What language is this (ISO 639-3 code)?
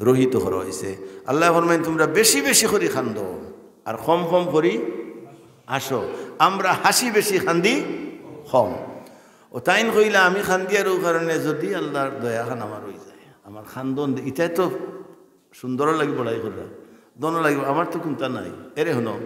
syl